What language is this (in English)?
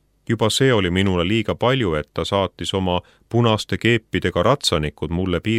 Estonian